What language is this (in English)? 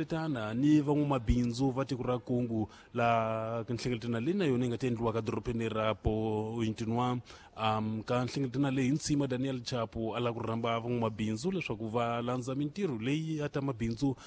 Tsonga